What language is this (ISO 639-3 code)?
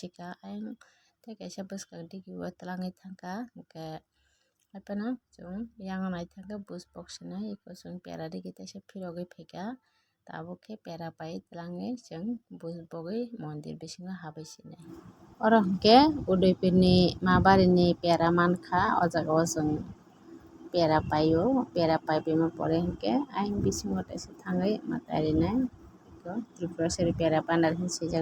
trp